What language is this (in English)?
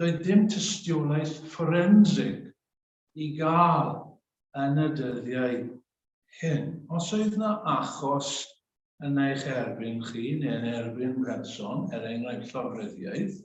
Welsh